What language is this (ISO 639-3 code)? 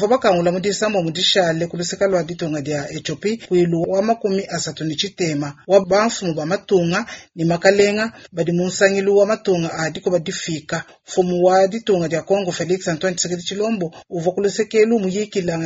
lua